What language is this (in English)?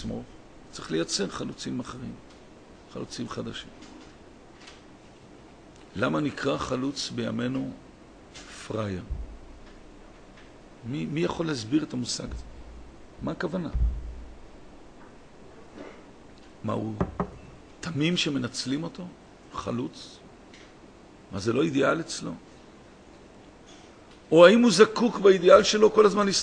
Hebrew